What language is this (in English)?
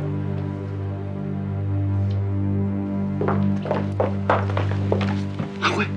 Chinese